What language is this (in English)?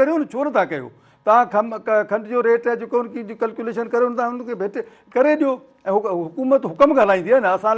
Sindhi